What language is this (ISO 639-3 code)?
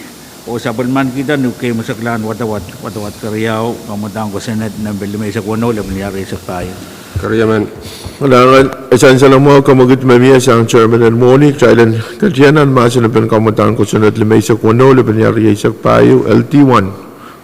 pon